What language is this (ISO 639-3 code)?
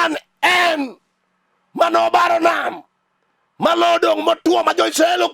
luo